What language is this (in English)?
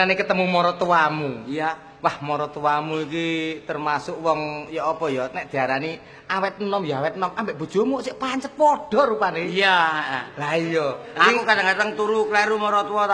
Javanese